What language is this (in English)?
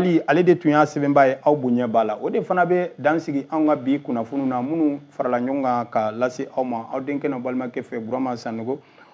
Bambara